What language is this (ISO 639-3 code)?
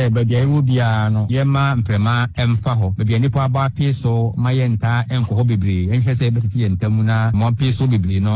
aka